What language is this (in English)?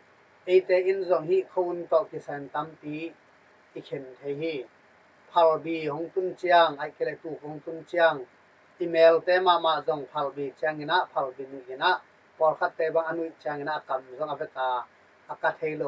Tedim Chin